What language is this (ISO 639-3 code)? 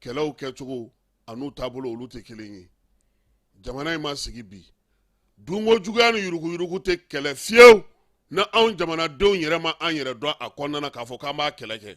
bam